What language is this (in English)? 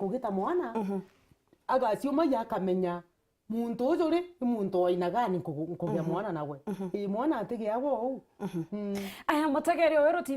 Meru